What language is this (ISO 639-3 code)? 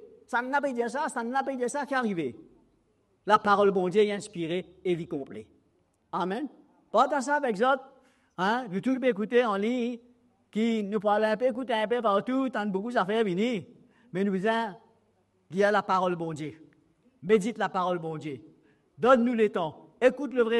mfe